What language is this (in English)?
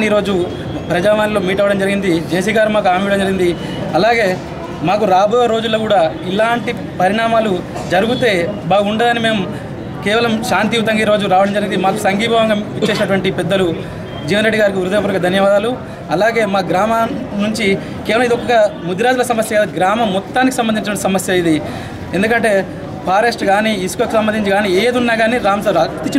Telugu